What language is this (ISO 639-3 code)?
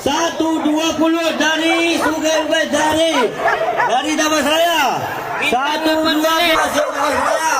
min